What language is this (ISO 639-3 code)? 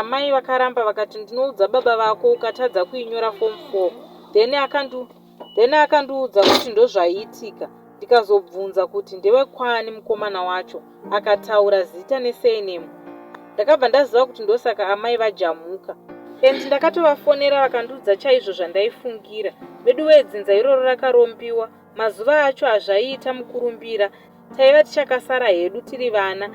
sna